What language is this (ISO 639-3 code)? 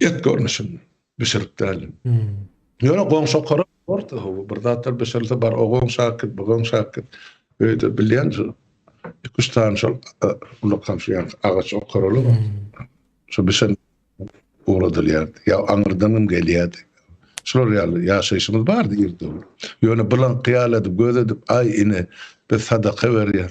tuk